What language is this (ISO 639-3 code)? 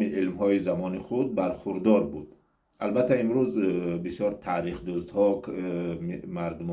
tgk